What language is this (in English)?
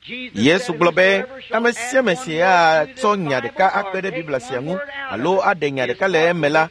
Ewe